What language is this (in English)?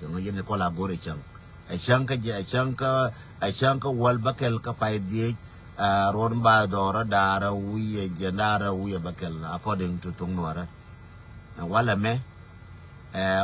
Nuer